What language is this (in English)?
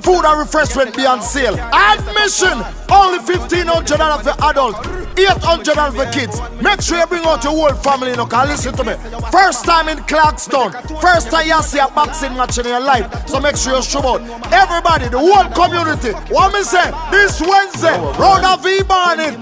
Jamaican Creole English